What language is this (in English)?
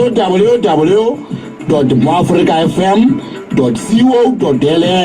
Southern Sotho